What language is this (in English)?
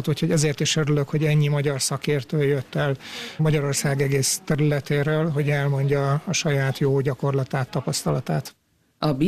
Hungarian